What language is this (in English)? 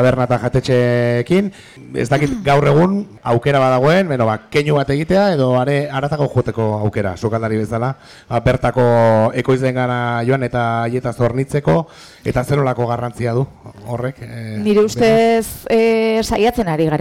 Basque